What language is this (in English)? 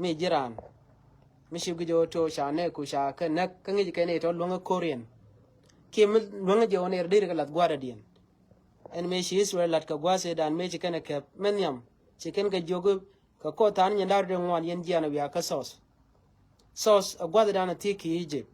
Nuer